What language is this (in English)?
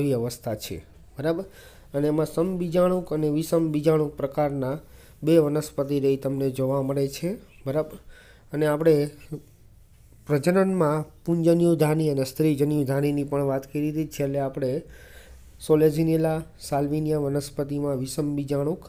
Gujarati